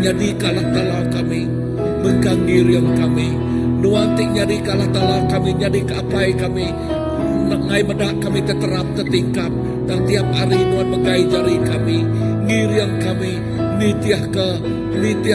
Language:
Iban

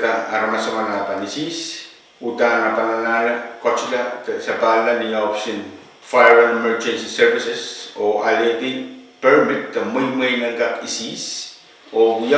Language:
Pohnpeian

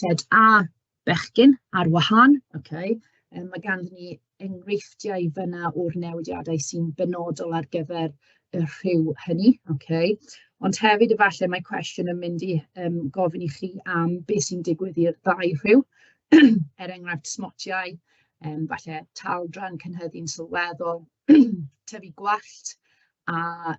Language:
Welsh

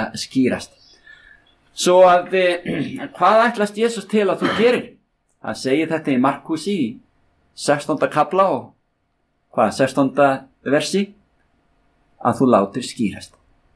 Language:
Icelandic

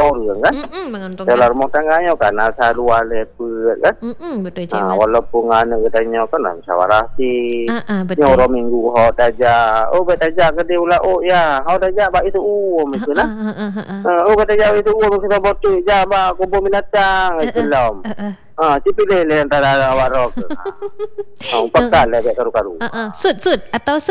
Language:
Malay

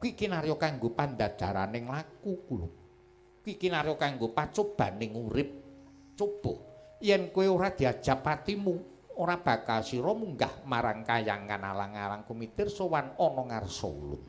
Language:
Javanese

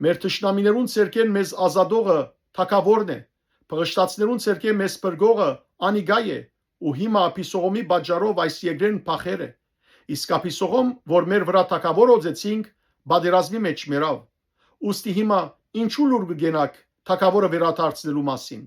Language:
Western Armenian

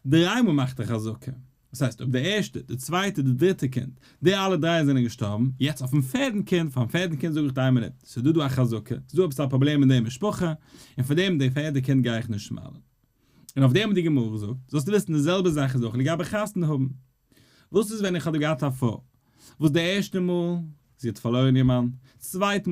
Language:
Yiddish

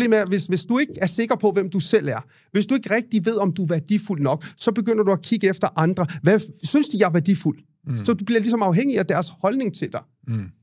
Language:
Danish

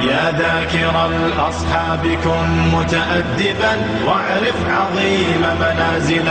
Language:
Kumyk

